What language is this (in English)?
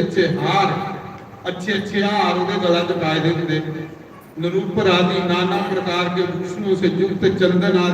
Dogri